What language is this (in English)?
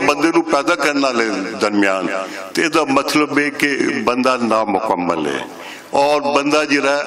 Western Panjabi